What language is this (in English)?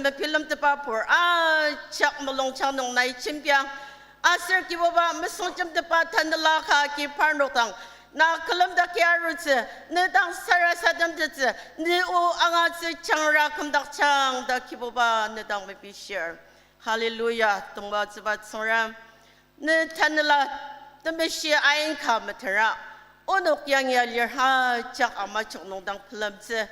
Ao Naga